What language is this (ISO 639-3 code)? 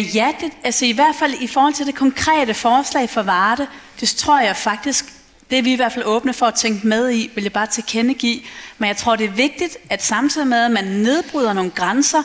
dan